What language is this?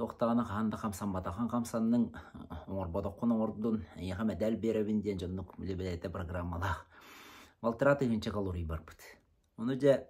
Yakut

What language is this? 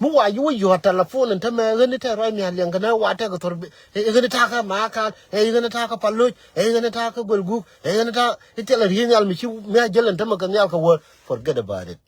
Nuer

